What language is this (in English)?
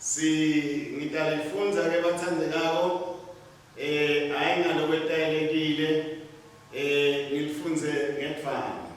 Swati